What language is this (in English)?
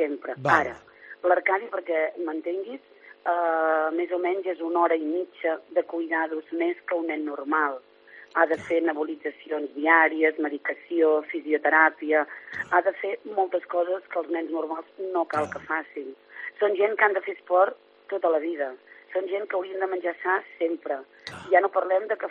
Catalan